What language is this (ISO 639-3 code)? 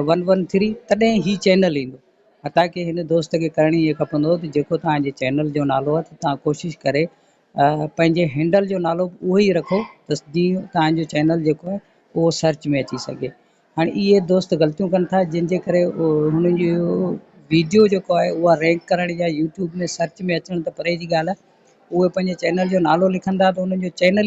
snd